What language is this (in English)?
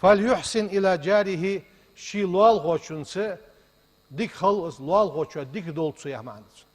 Ingush